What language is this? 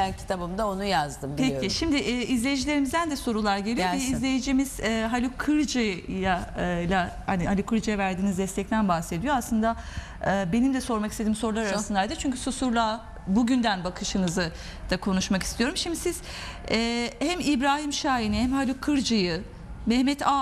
Turkish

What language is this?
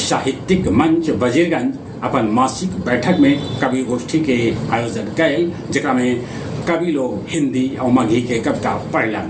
Magahi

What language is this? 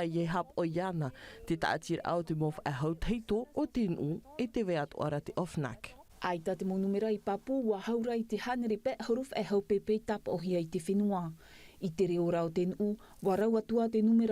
Tahitian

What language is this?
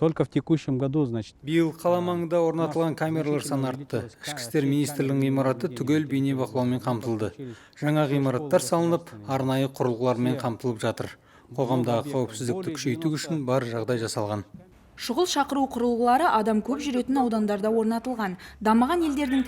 Kazakh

